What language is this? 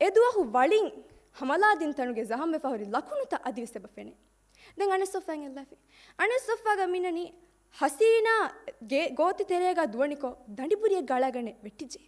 Divehi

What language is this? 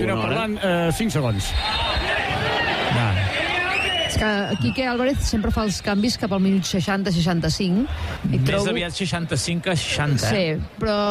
Catalan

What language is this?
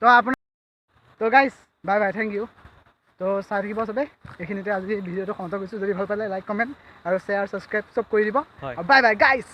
Assamese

